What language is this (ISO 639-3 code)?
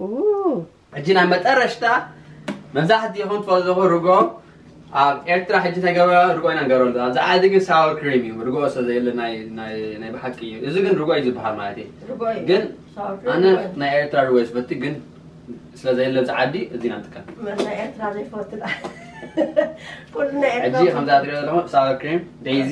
tir